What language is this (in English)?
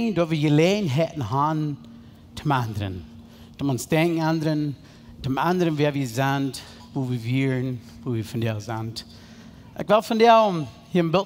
Plautdietsch